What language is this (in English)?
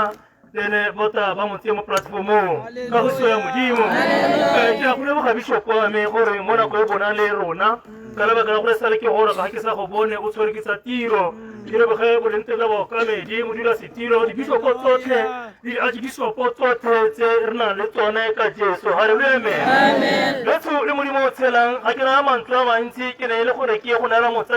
Tswana